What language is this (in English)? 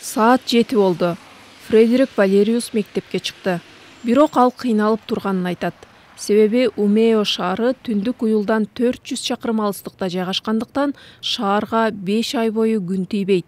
Kyrgyz